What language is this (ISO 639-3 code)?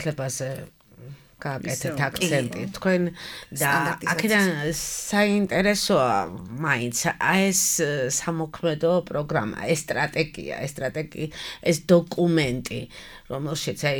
kat